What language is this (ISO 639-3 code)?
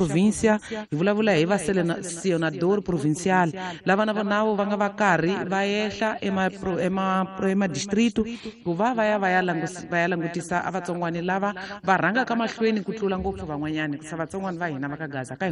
tso